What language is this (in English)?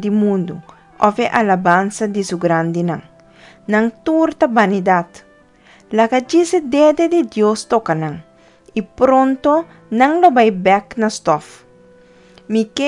Papiamento